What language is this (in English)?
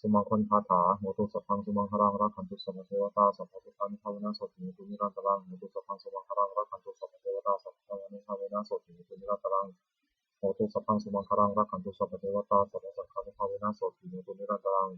Pali